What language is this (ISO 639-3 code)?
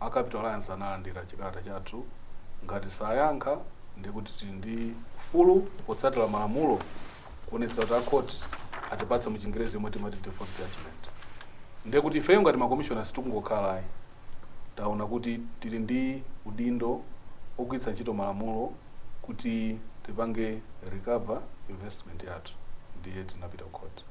nya